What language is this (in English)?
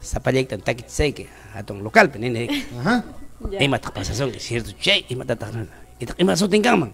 Ayacucho Quechua